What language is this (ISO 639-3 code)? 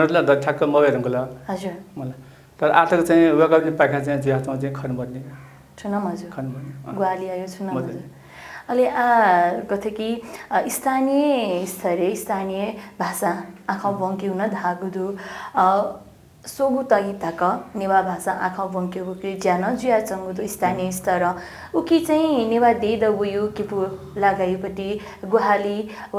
new